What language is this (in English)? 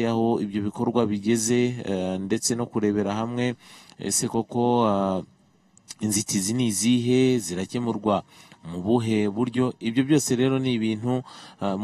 Kinyarwanda